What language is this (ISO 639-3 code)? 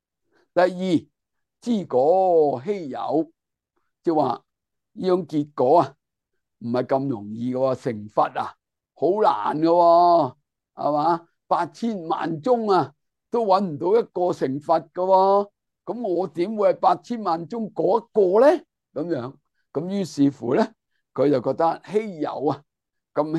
yue